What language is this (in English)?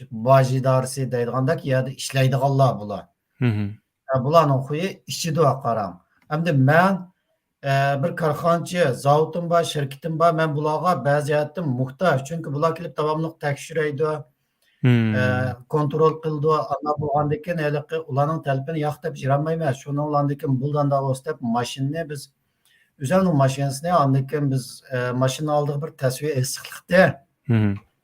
Uyghur